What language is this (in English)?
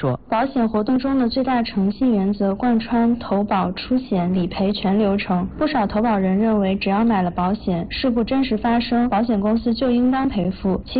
Chinese